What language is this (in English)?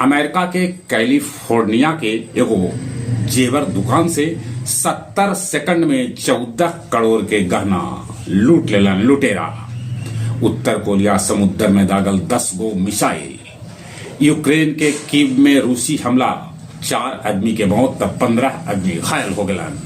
Magahi